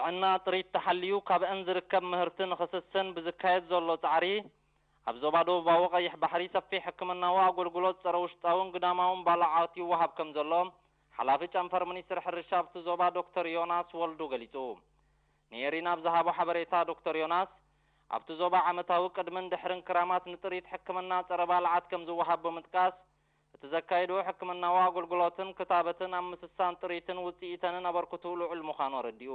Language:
Tigrinya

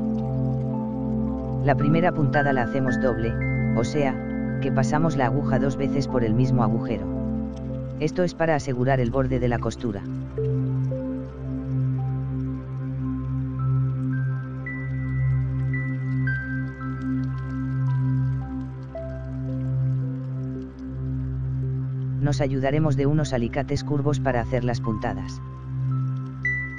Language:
Spanish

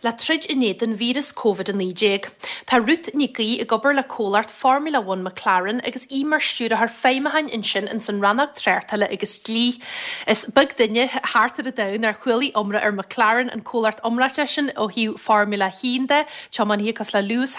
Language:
Irish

